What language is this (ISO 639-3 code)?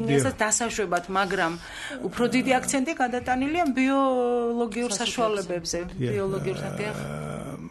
kat